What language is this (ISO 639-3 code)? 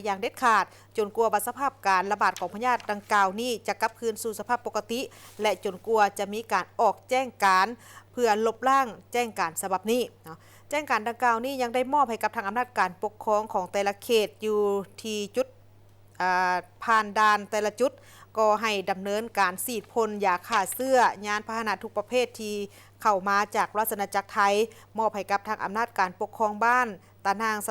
lao